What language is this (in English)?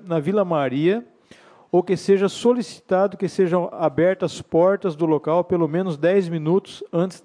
Portuguese